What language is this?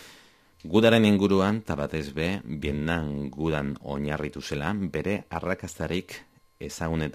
Basque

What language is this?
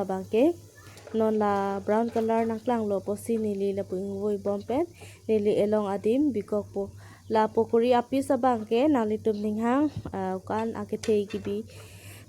Karbi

